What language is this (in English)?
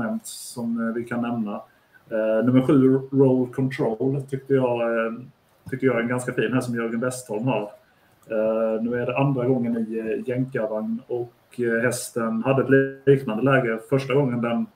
Swedish